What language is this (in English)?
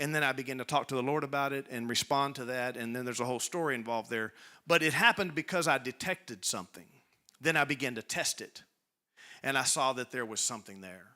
English